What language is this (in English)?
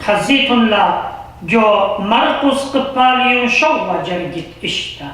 Assyrian Neo-Aramaic